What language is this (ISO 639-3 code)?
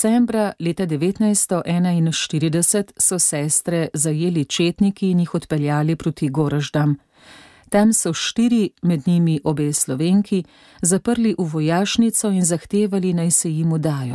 slv